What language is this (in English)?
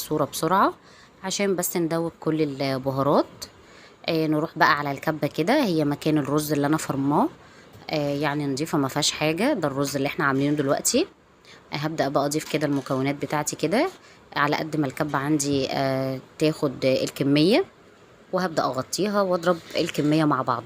Egyptian Arabic